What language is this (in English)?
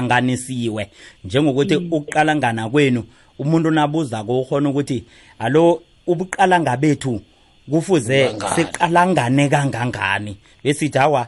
South Ndebele